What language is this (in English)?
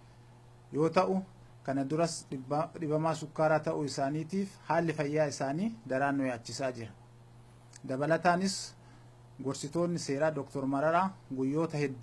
Oromo